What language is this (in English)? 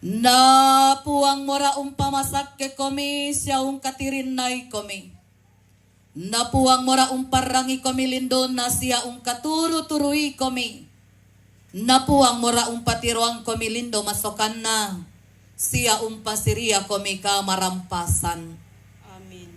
Toraja-Sa'dan